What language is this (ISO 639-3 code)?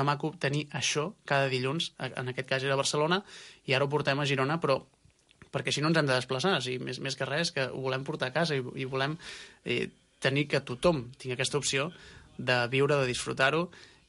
cat